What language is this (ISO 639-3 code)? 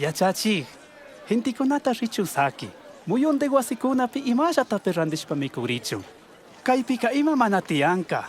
qug